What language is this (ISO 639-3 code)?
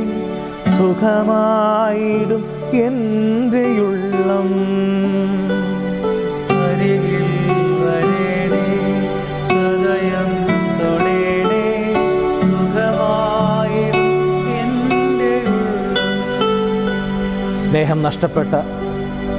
mal